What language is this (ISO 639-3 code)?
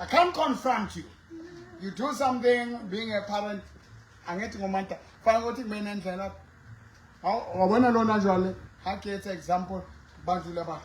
sot